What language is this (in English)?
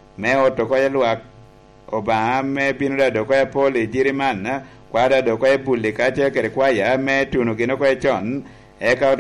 Lango (Uganda)